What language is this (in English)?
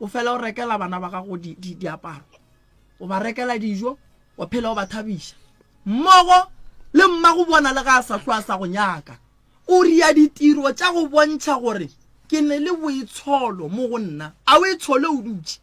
Northern Sotho